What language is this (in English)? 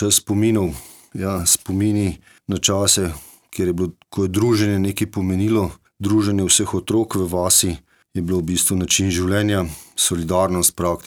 Slovenian